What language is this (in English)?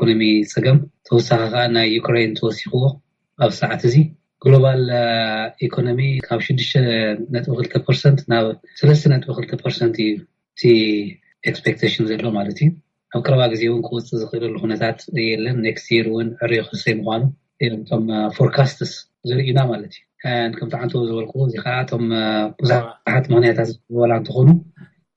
Tigrinya